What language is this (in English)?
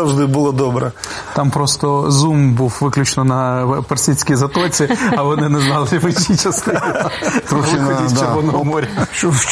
Ukrainian